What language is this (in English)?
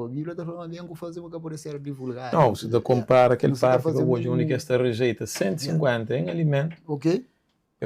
Kabuverdianu